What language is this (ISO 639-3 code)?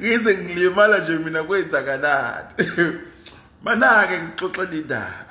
zul